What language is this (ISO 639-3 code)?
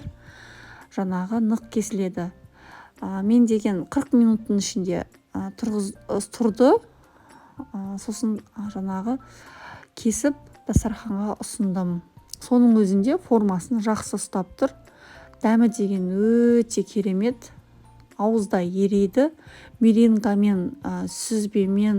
kaz